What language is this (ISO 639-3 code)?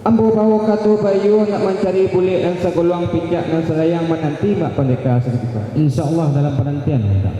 min